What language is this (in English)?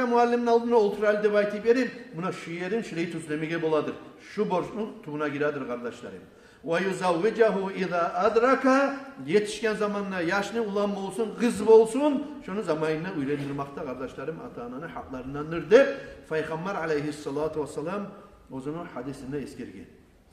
Kumyk